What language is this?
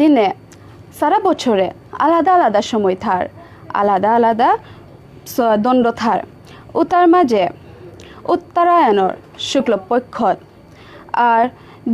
Bishnupriya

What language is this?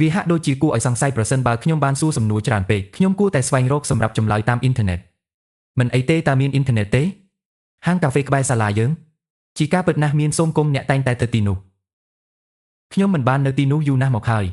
Khmer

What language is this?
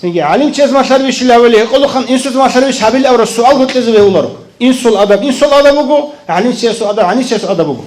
Avaric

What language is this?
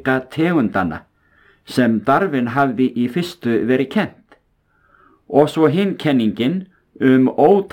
Icelandic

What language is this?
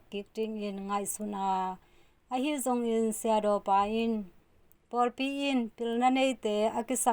Tedim Chin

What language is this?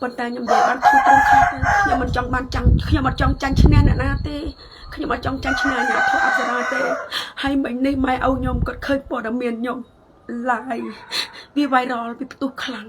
Khmer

